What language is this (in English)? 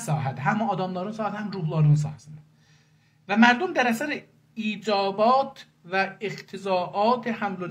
South Azerbaijani